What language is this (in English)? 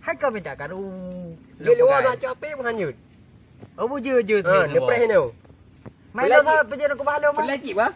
Achinese